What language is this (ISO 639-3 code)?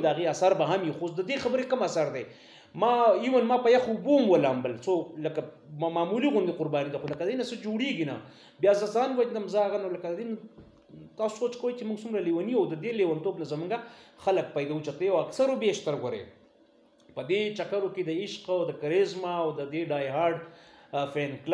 pus